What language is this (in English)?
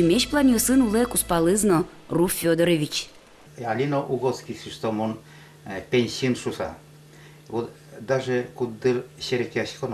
Udmurt